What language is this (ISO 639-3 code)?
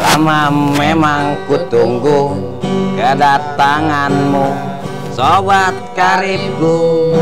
bew